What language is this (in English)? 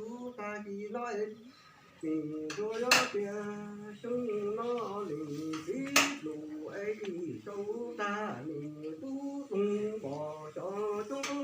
Hmong